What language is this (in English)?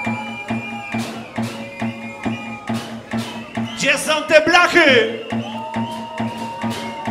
Polish